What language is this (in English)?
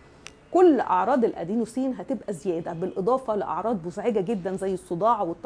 Egyptian Arabic